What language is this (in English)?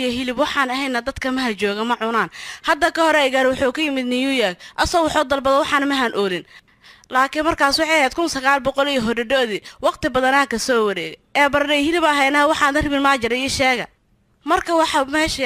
Somali